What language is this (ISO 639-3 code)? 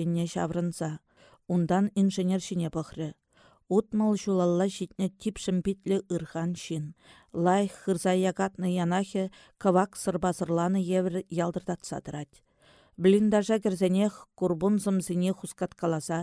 chv